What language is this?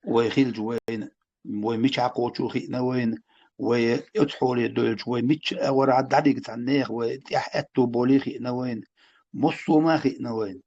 Chechen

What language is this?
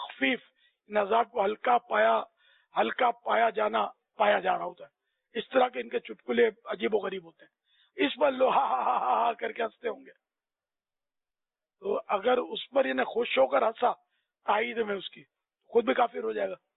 Urdu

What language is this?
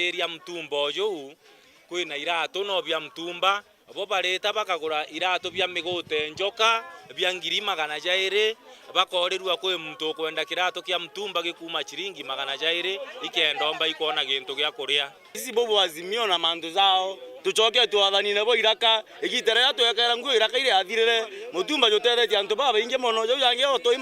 Meru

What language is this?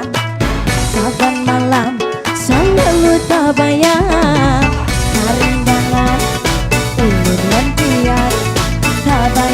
Banjar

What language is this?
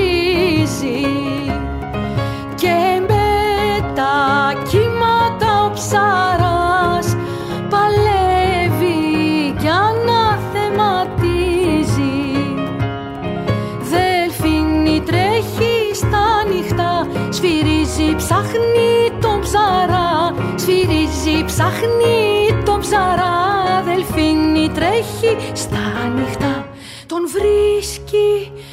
Greek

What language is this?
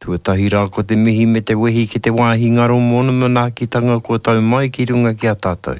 Māori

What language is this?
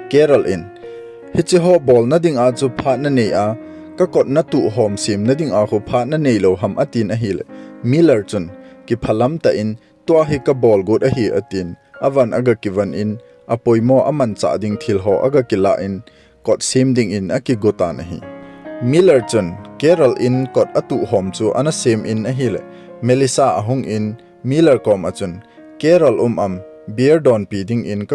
Thado Chin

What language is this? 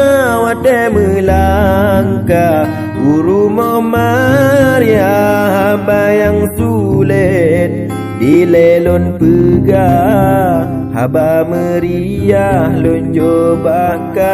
Achinese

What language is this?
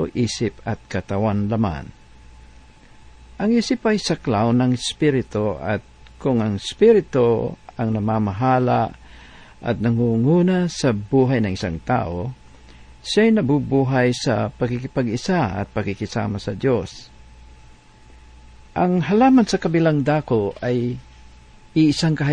Filipino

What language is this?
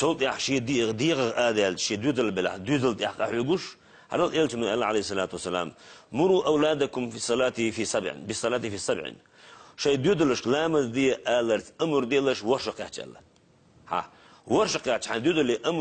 Chechen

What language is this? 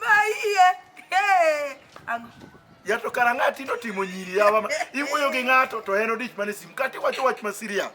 Luo (Kenya and Tanzania)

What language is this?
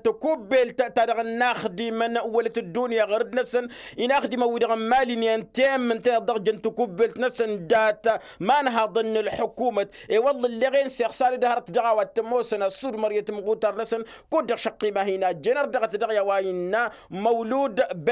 Tamasheq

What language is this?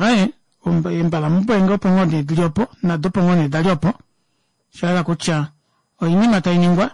Kuanyama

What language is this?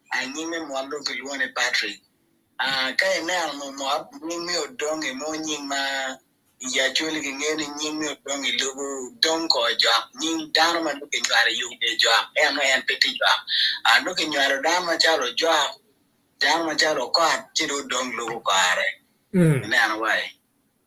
Acoli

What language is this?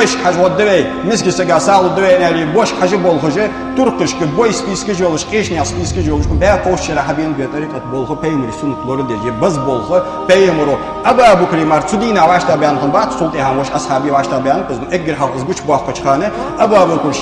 Ingush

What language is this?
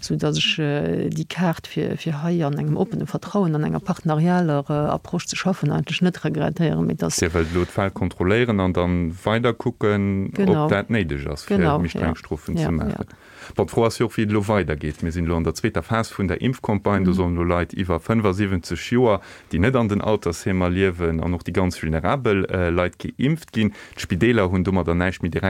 Luxembourgish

